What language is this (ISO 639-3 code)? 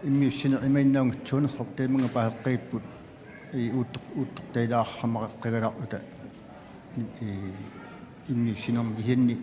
kal